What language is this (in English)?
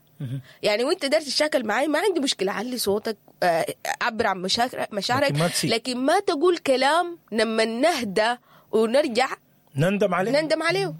Sudanese Arabic